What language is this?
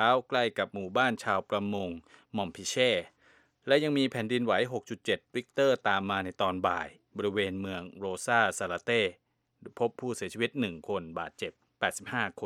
Thai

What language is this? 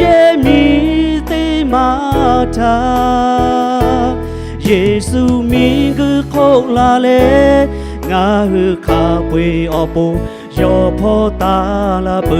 Lahu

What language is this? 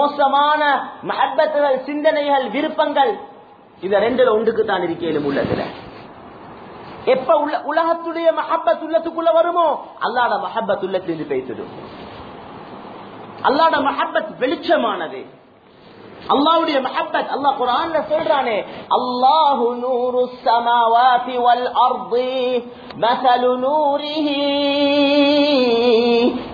Tamil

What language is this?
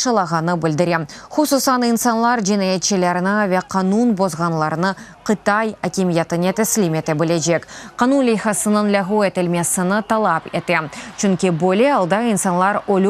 Crimean Tatar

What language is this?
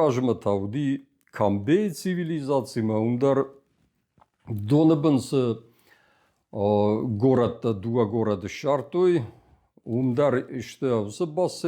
Ossetic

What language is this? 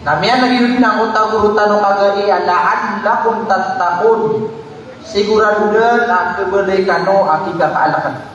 Maranao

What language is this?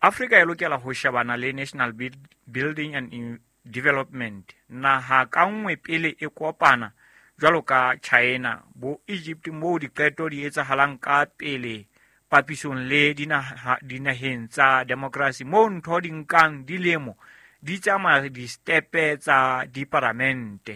Southern Sotho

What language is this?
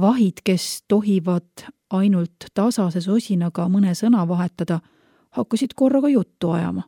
Estonian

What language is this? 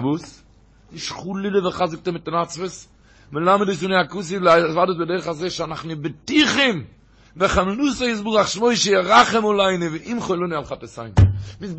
Yiddish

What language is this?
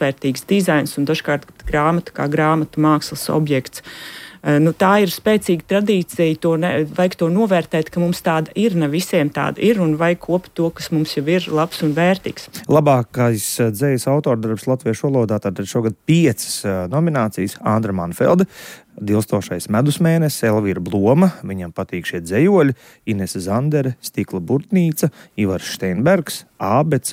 Latvian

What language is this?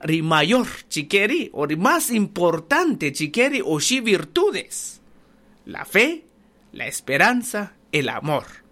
Kaqchikel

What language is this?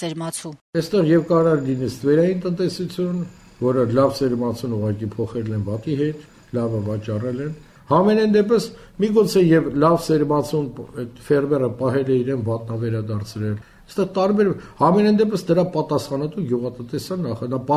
Armenian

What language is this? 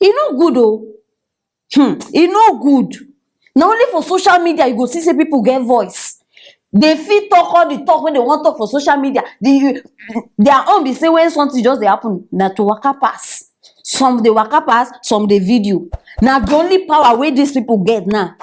Nigerian Pidgin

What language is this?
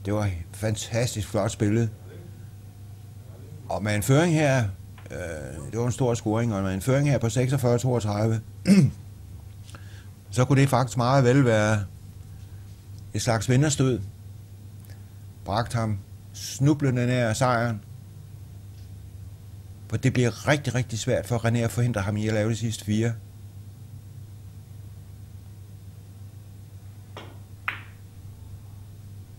Danish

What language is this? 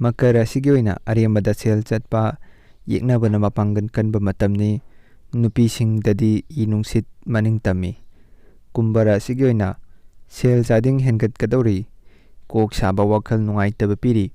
Manipuri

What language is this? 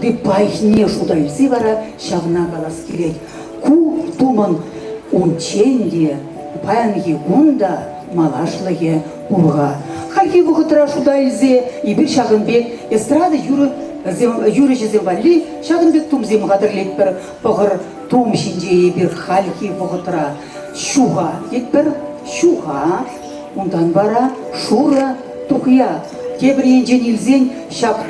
Chuvash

